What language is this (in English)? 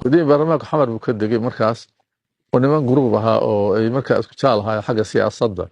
Somali